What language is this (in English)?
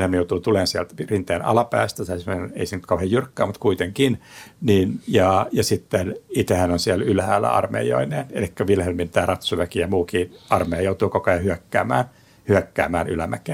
Finnish